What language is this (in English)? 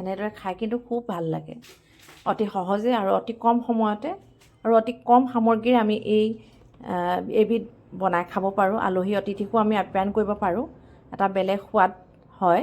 Assamese